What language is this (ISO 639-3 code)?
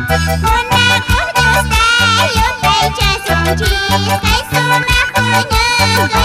que